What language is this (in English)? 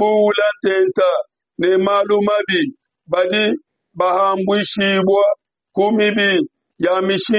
Luba-Lulua